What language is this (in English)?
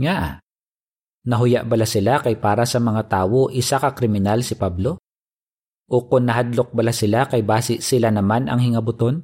Hiligaynon